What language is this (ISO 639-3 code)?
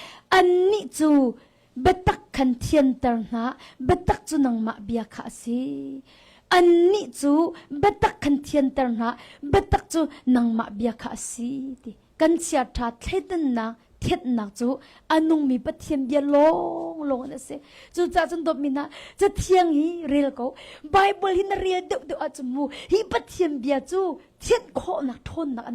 cnh